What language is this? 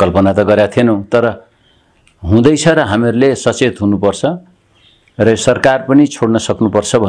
Nepali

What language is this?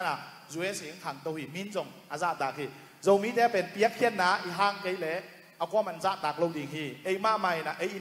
Tedim Chin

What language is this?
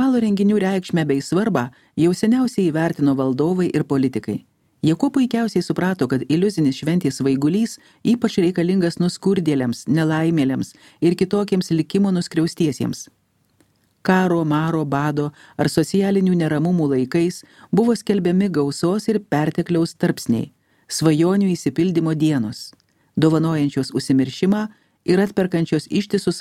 Lithuanian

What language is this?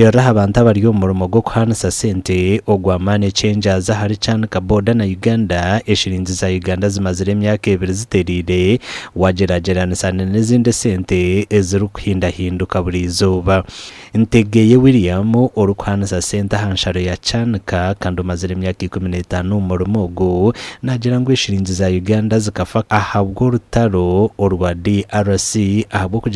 Nyankole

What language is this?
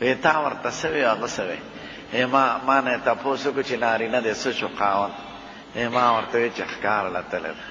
Pashto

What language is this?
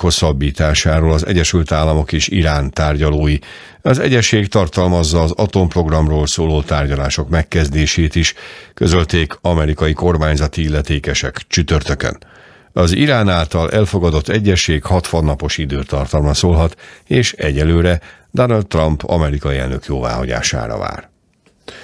Hungarian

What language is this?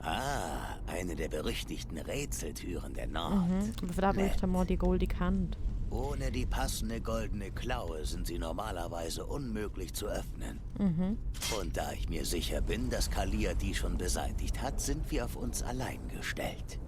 Swiss German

